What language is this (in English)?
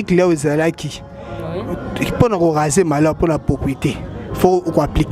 Lingala